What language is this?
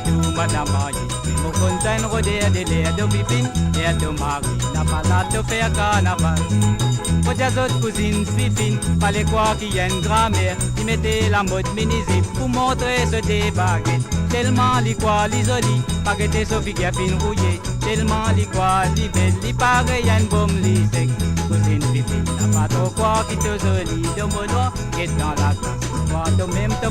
Morisyen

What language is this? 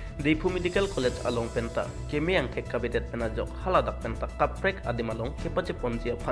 Karbi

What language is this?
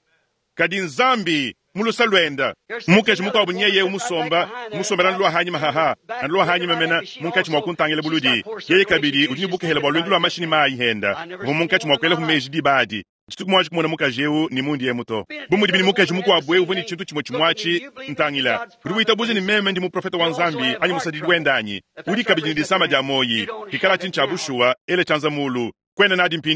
Luba-Lulua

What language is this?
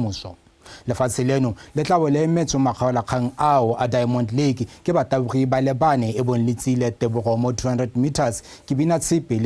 Tswana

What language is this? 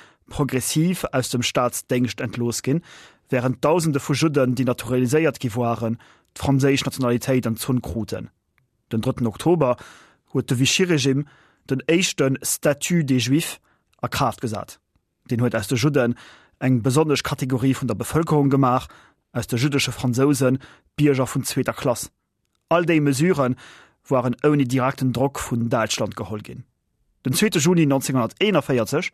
Luxembourgish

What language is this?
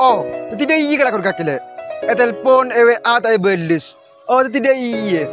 Madurese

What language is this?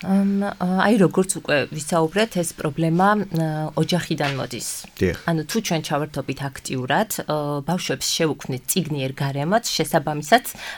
Georgian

